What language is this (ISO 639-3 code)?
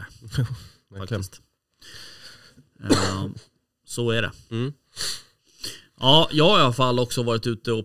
swe